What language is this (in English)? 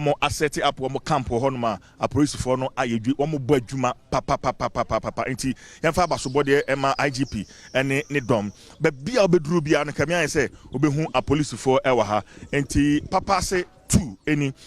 Akan